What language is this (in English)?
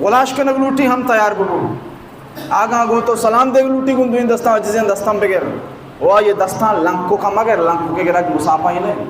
Baluchi